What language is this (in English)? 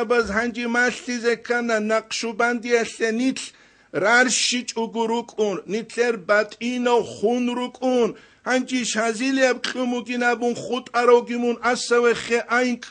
Avaric